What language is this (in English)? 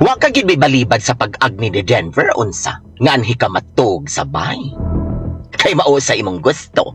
Cebuano